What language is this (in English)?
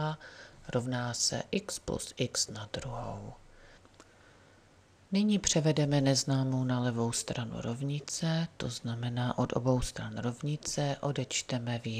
Czech